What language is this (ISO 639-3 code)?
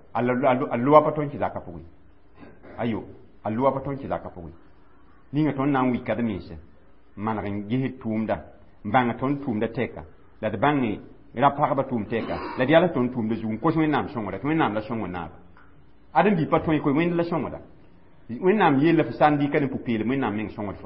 mos